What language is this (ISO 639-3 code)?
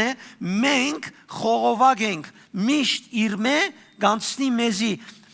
hyw